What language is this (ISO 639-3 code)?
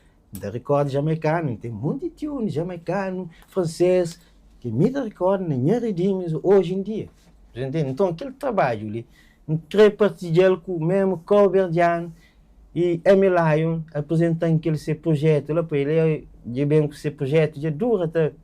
kea